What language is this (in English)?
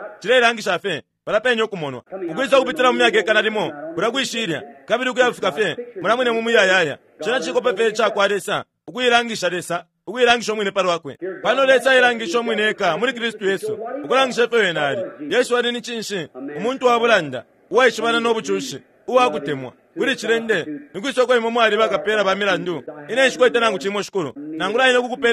Bemba